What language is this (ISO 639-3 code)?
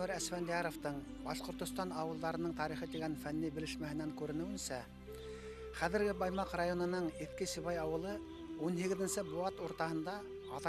bak